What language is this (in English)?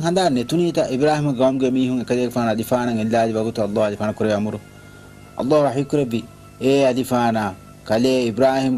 Divehi